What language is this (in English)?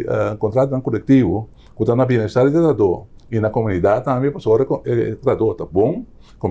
Papiamento